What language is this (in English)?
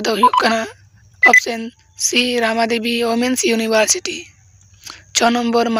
Santali